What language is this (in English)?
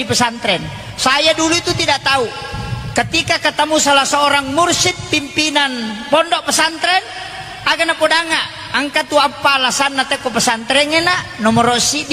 Buginese